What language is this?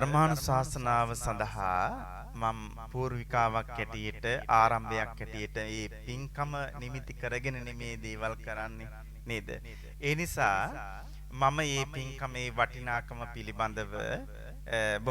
Sinhala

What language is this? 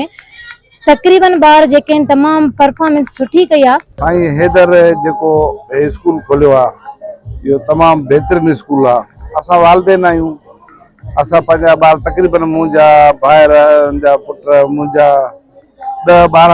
Sindhi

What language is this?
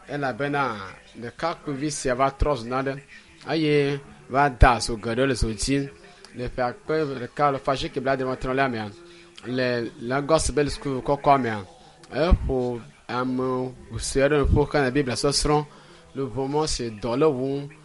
Ewe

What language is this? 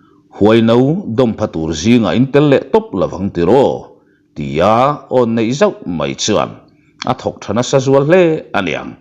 Mizo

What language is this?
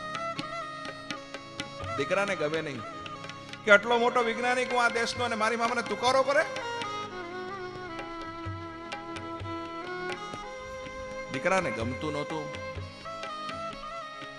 Gujarati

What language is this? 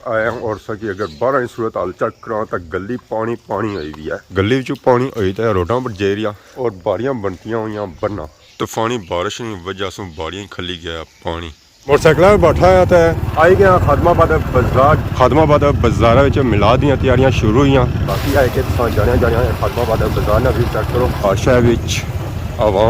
Pahari-Potwari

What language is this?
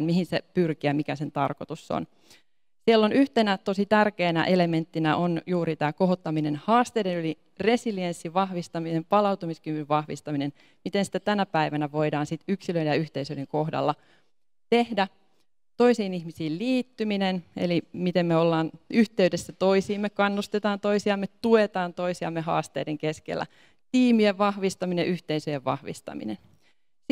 Finnish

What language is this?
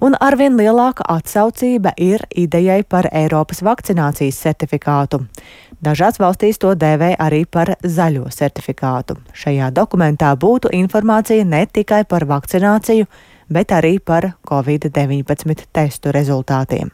Latvian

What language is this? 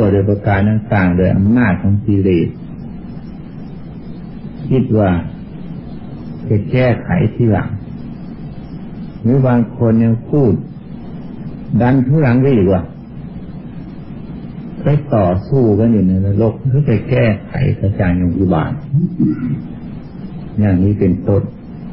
Thai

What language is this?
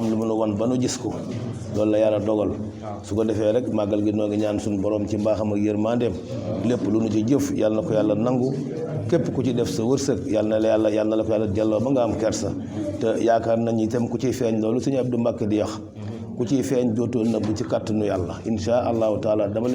Wolof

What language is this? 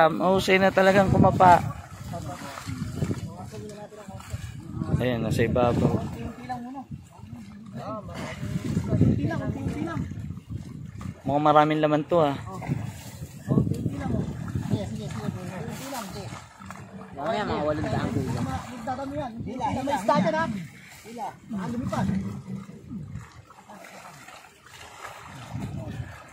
Filipino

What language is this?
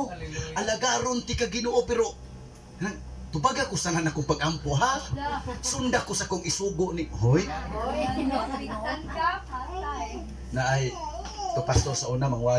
Cebuano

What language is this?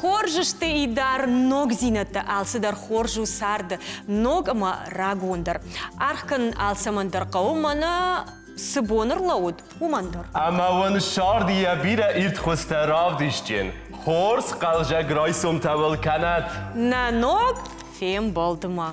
Ossetic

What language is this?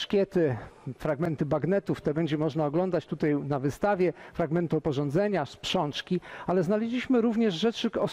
Polish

